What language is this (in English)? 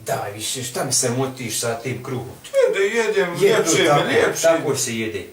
Bosnian